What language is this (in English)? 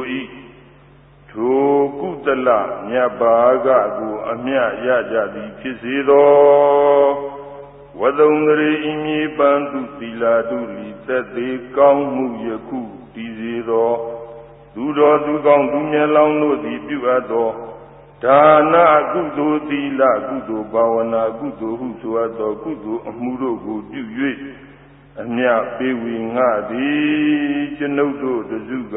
Burmese